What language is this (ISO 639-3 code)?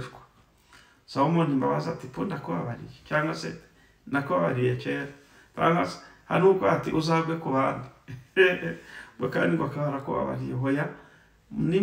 kin